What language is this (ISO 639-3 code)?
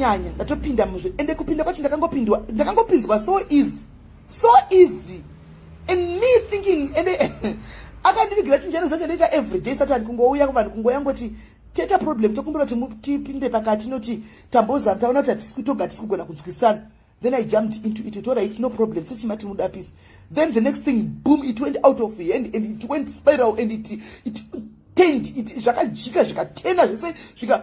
sna